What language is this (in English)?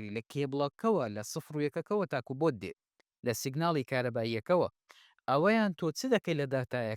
Central Kurdish